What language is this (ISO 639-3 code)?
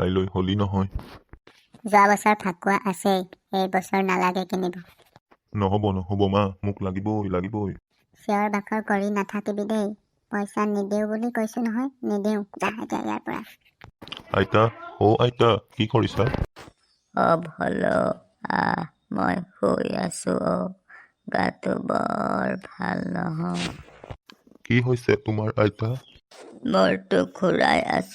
asm